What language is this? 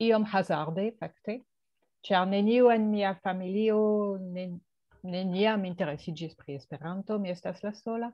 Esperanto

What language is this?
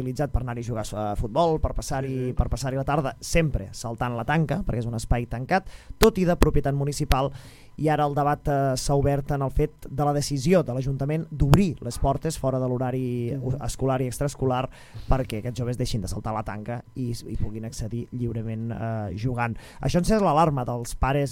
Catalan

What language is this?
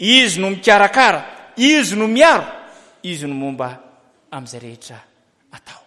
Malagasy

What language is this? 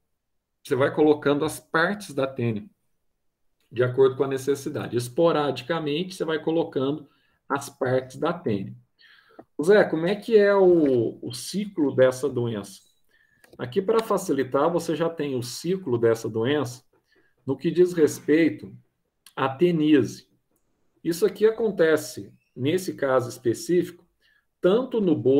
Portuguese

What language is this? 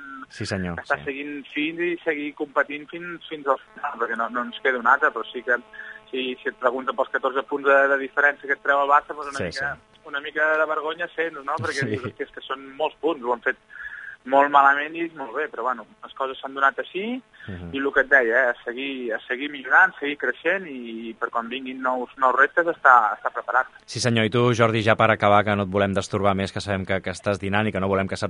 Catalan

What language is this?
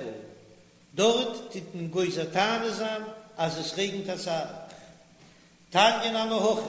Yiddish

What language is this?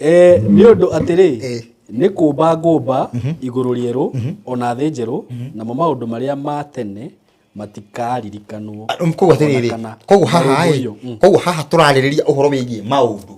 Kikuyu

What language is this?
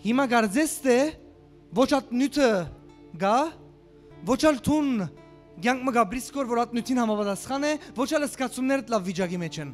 Western Armenian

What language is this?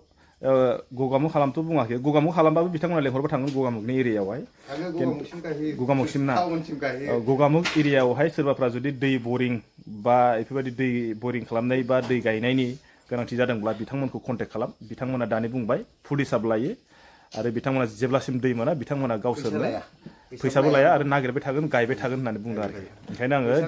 Bodo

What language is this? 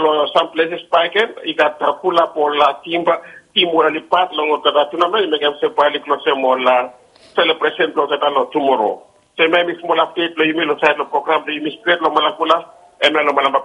Bislama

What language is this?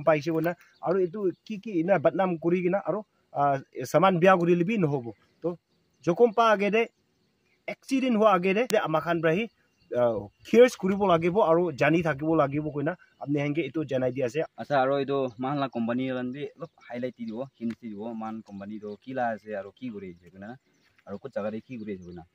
Naga Pidgin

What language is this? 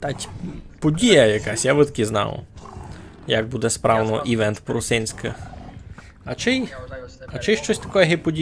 Rusyn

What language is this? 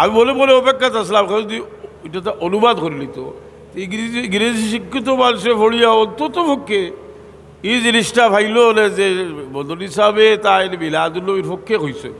Sylheti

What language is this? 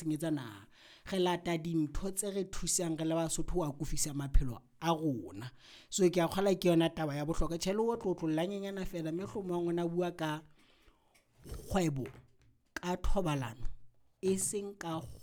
Southern Sotho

